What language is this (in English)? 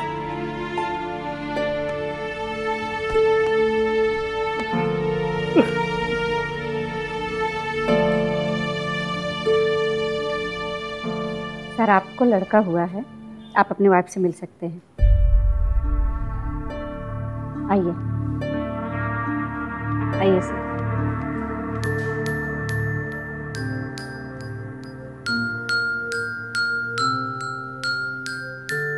Hindi